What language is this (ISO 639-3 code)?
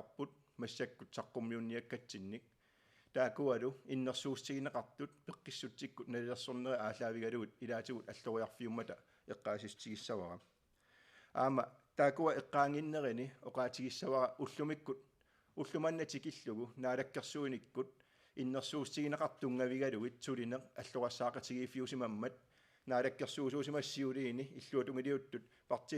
kal